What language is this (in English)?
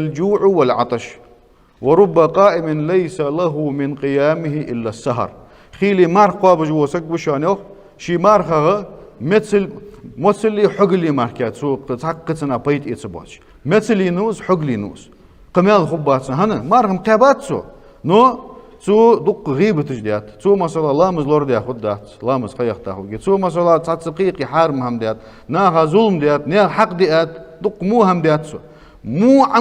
Ingush